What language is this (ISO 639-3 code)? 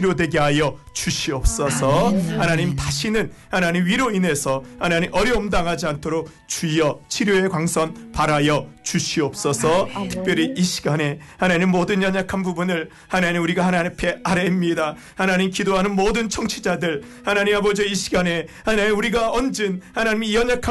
kor